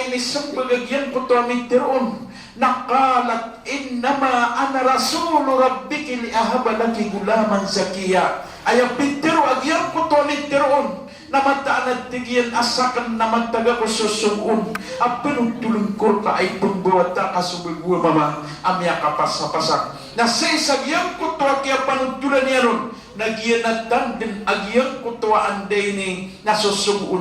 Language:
Maranao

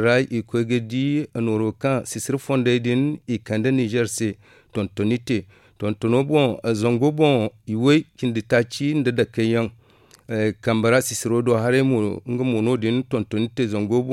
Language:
Zarma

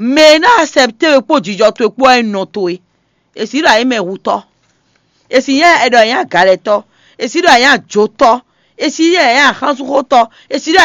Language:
Fon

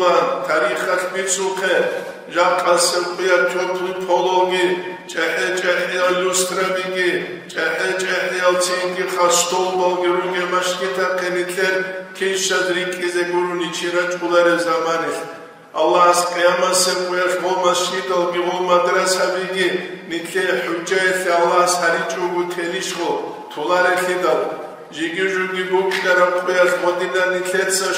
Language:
Avaric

